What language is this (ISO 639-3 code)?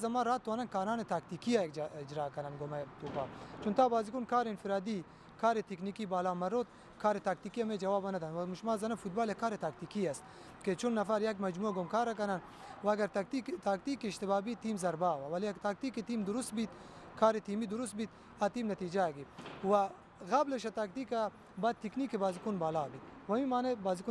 bal